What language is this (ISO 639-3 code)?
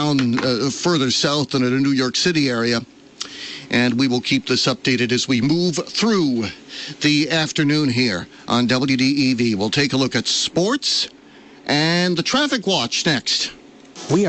eng